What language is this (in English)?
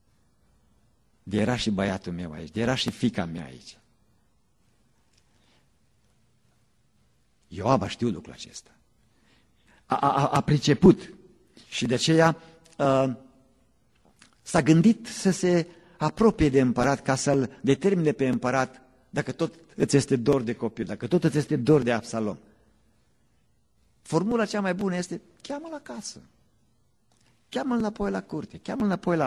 Romanian